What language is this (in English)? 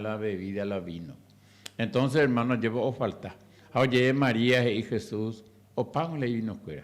Guarani